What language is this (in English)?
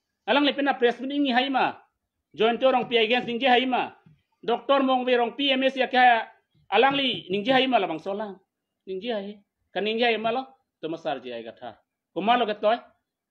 Karbi